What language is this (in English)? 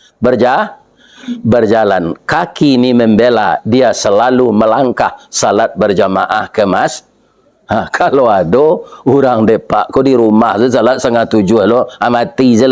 Minangkabau